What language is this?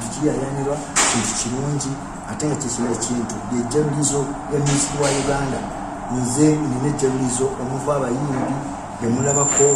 Ganda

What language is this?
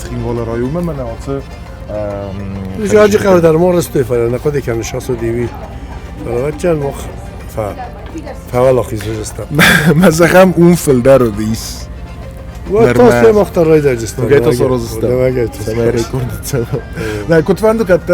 Ossetic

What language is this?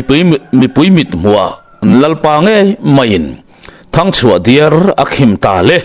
Mizo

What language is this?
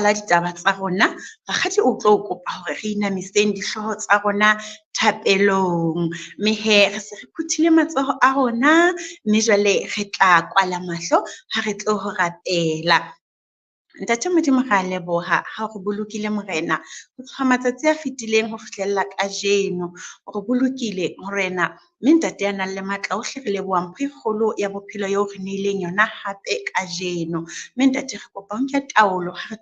Southern Sotho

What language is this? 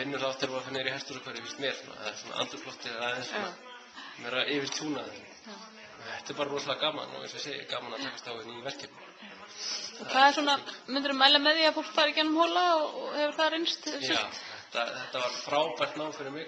Icelandic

